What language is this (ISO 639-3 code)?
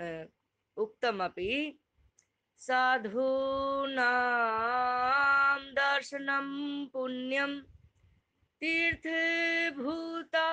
san